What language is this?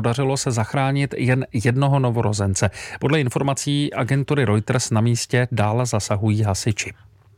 Czech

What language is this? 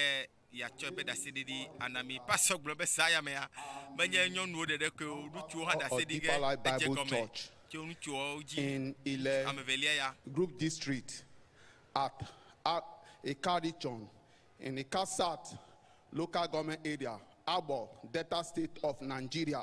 Ewe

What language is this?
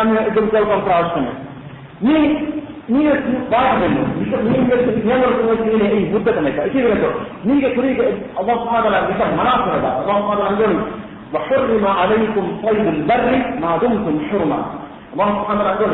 Divehi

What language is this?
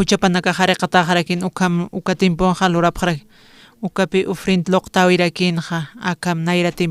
Aymara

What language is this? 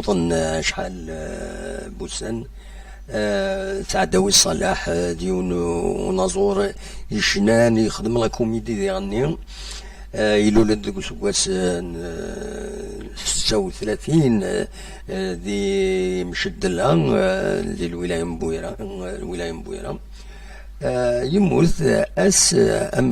Kabyle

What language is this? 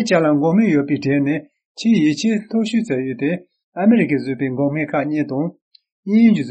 Tibetan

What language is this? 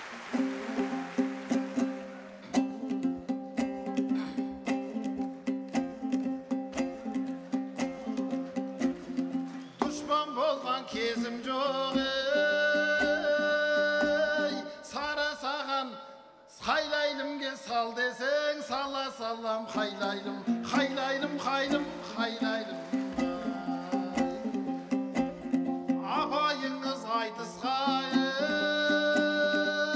Kazakh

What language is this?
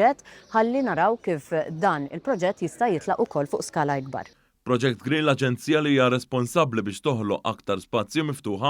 Maltese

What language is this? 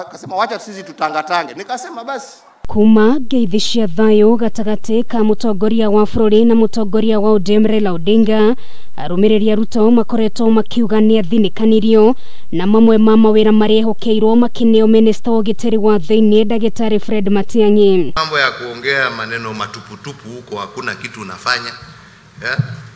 Kikuyu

